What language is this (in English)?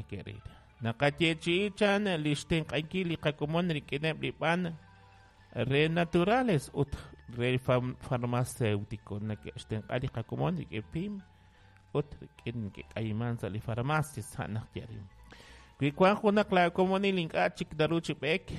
Kekchí